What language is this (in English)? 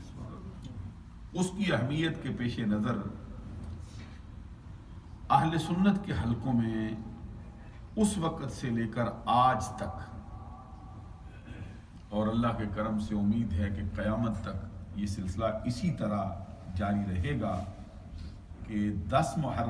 Urdu